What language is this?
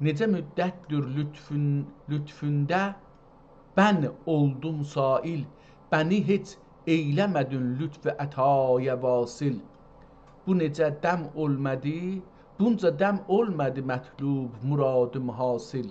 South Azerbaijani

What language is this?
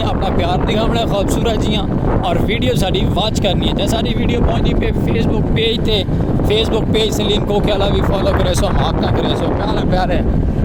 Saraiki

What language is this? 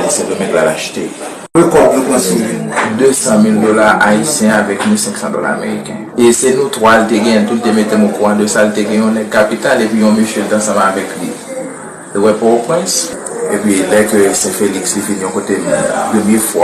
Haitian Creole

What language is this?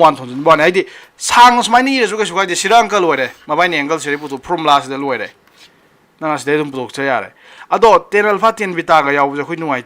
Manipuri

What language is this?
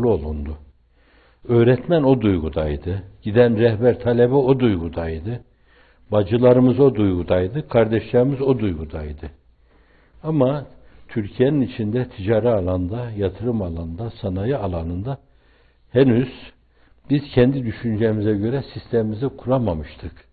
Turkish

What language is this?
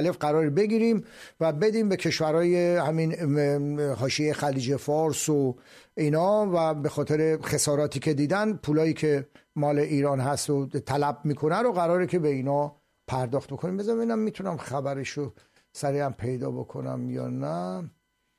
Persian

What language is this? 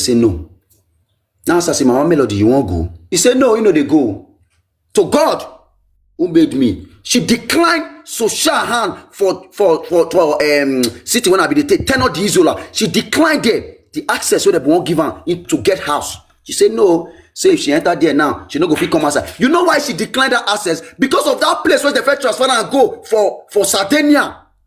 Nigerian Pidgin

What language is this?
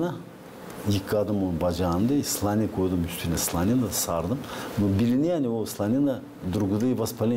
Gagauz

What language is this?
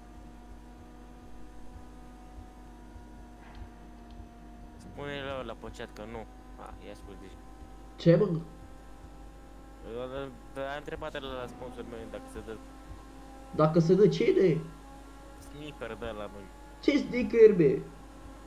Romanian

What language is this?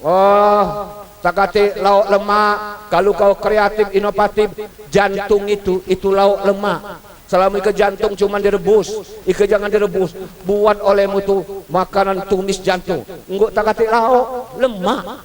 Musi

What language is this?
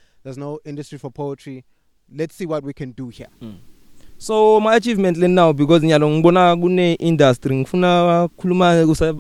English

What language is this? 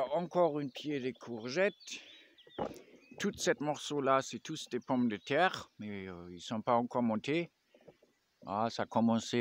French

